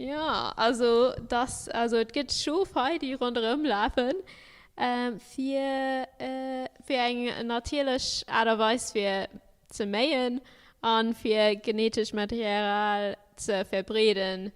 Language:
Luxembourgish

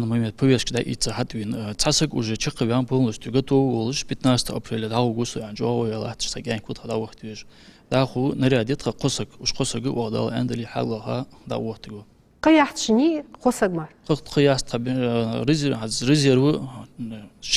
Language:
Ingush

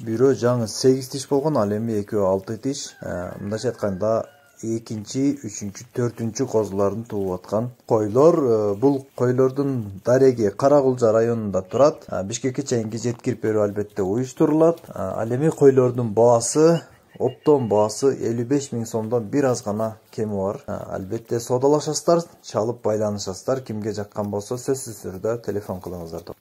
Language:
Kyrgyz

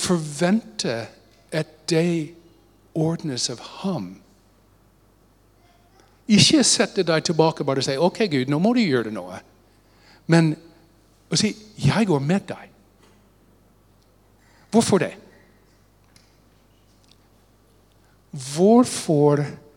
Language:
Norwegian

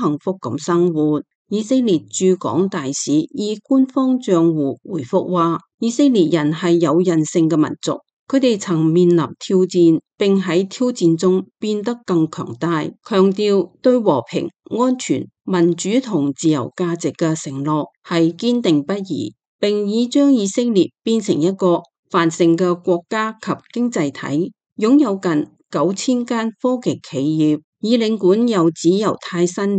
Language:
Cantonese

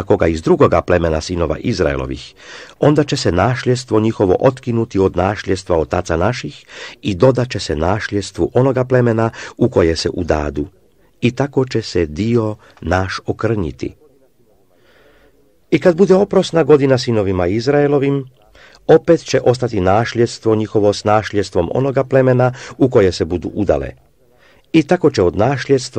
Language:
Croatian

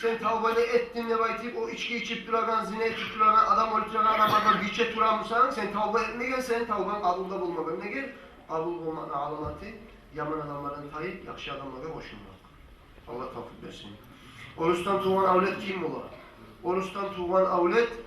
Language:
Kumyk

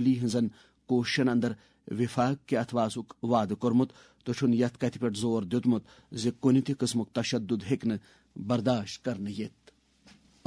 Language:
Kashmiri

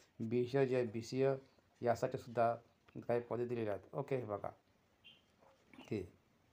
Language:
Marathi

